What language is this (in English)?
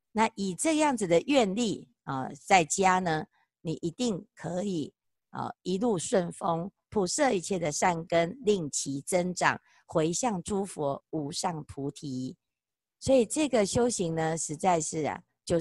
Chinese